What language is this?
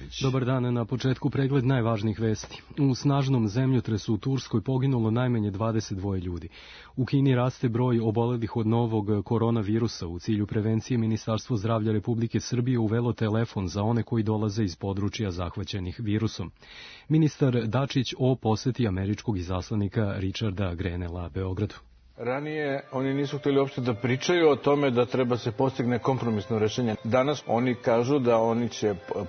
Serbian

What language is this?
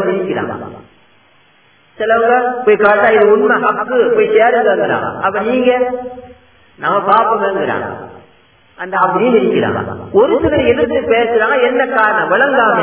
Tamil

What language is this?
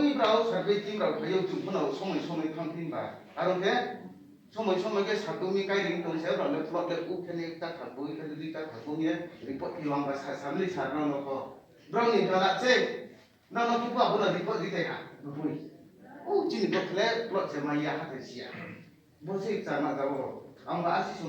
Riang (India)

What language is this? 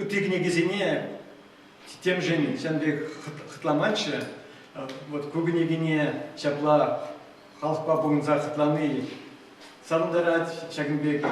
Chuvash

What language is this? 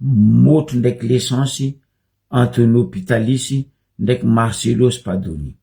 Malagasy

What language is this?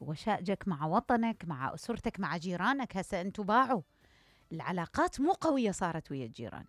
Mesopotamian Arabic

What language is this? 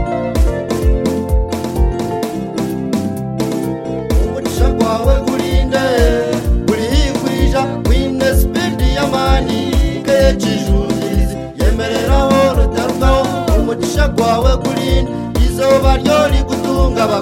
Kinyarwanda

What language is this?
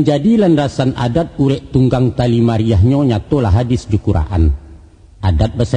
Minangkabau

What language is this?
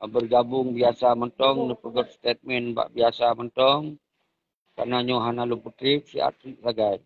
Achinese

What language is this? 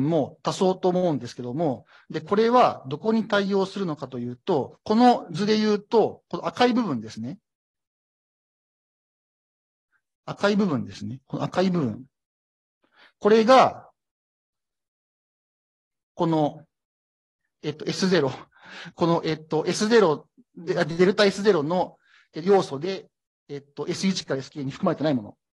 Japanese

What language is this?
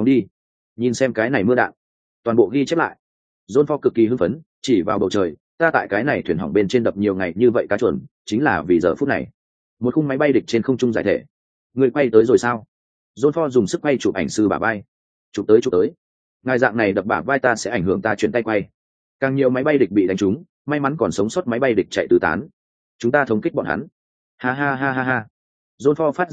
Vietnamese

